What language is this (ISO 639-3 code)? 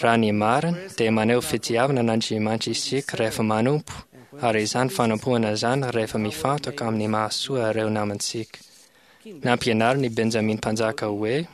mlg